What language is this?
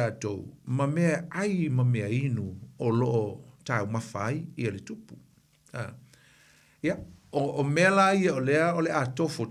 Samoan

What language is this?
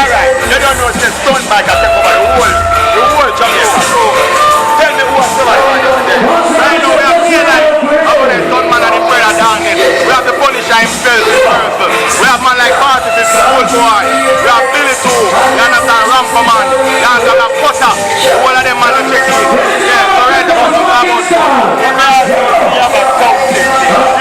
Jamaican Creole English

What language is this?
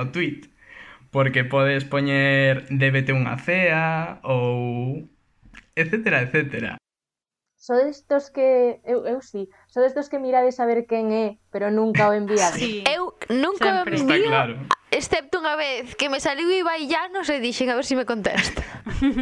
Galician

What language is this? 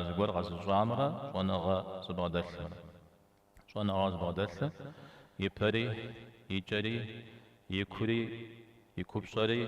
Kabardian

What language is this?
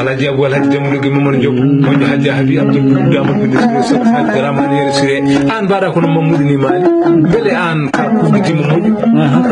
Fula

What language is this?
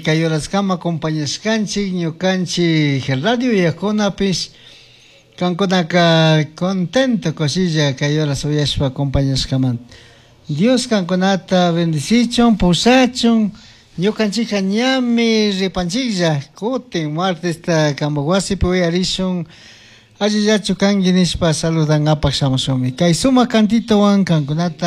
Chimborazo Highland Quichua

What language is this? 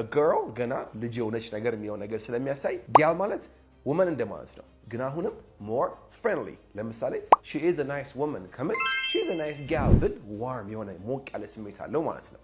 Amharic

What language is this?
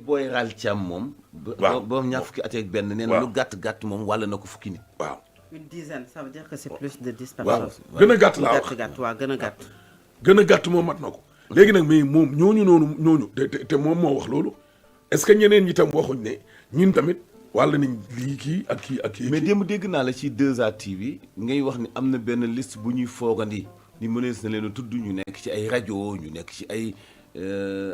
Wolof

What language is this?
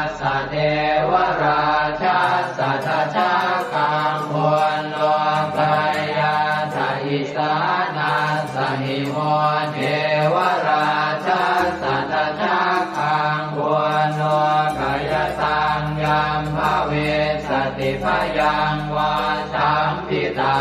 Pali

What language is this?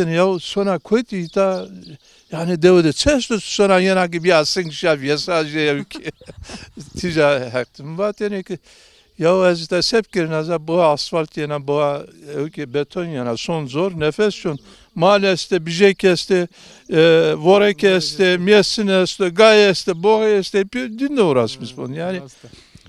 Zaza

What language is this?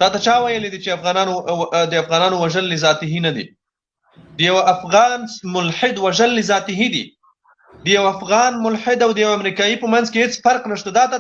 Pashto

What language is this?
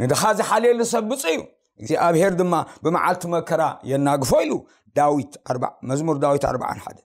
Tigrinya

